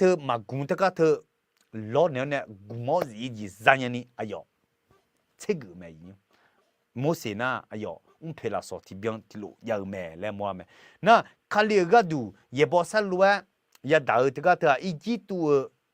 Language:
Akha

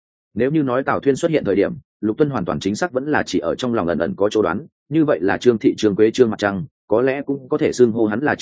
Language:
Vietnamese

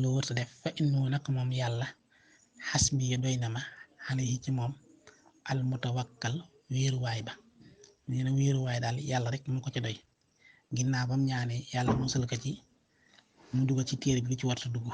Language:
Wolof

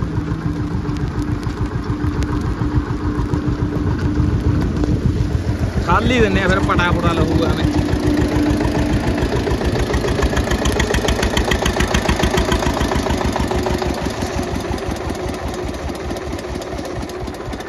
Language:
Punjabi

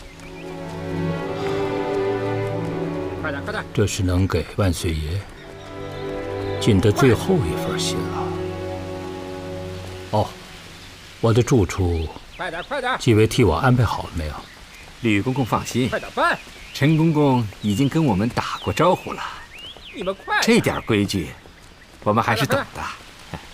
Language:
Chinese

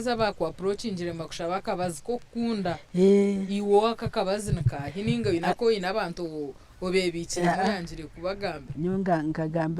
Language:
Nyankole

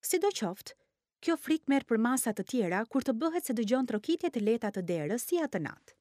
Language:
Albanian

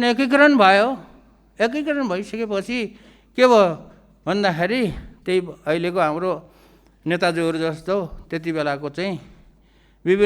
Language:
Nepali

